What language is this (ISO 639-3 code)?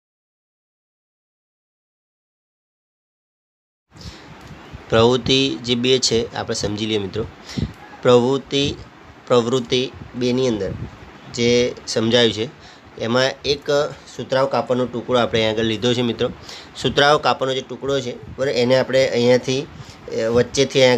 guj